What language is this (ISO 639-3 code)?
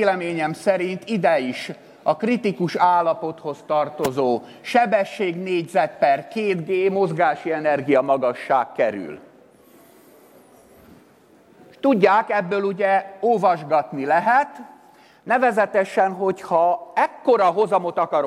hun